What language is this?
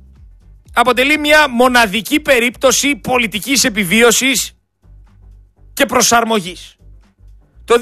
Greek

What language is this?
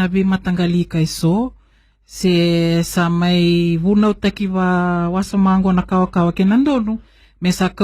Fijian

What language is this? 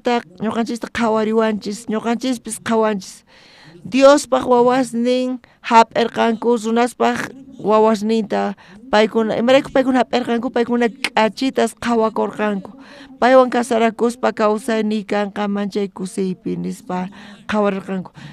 South Bolivian Quechua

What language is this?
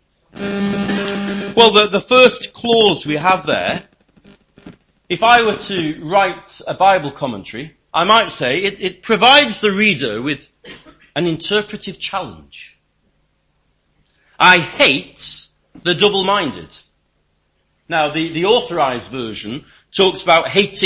English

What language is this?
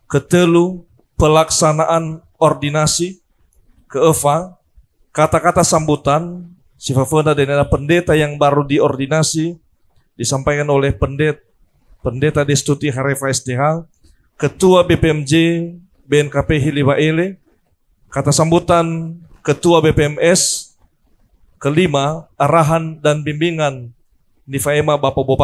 Nias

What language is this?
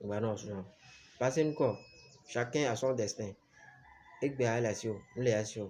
Ewe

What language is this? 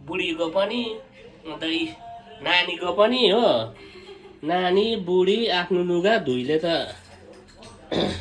Nepali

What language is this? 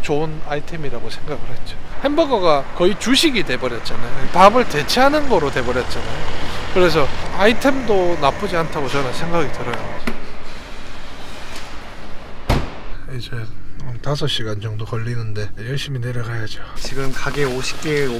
Korean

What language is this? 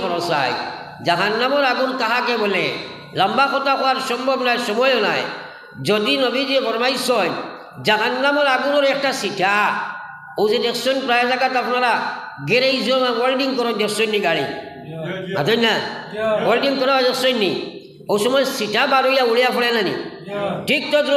Sylheti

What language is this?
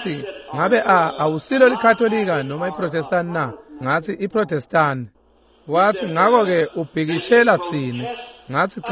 Swati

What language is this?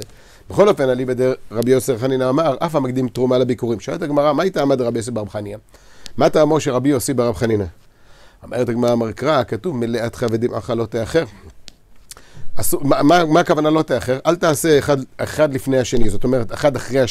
Hebrew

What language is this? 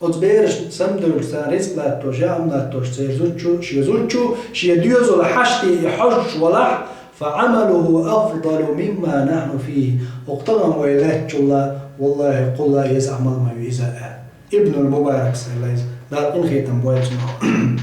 Chechen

